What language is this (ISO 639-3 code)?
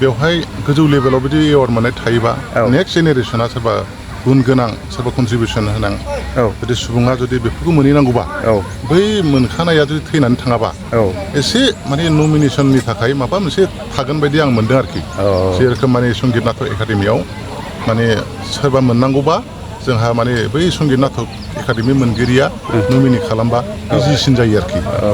brx